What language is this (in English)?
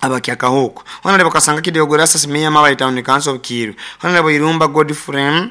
Nyoro